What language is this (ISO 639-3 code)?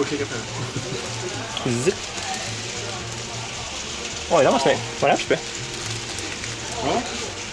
swe